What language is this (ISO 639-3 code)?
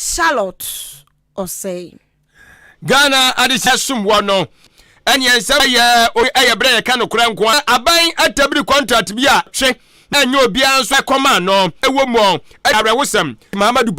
aka